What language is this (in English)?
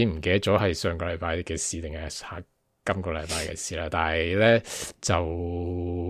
Cantonese